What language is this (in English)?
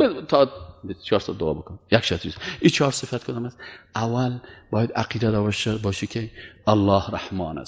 Persian